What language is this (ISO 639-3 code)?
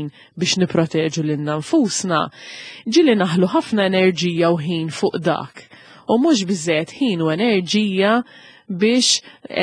mlt